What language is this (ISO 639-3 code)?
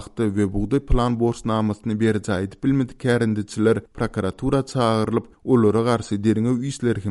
tuk